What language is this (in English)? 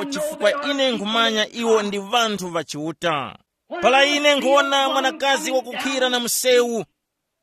Tumbuka